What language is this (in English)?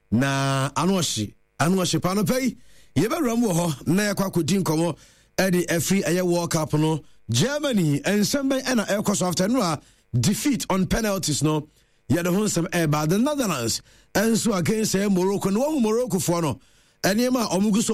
Akan